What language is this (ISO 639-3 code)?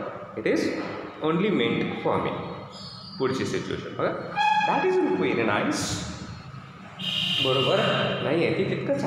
mar